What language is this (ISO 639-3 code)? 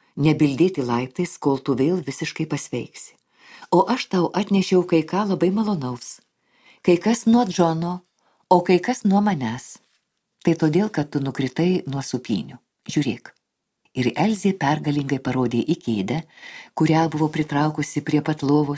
lit